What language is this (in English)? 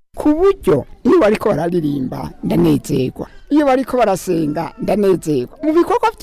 Rundi